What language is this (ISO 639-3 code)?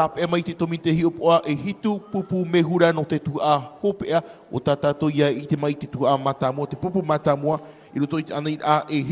tah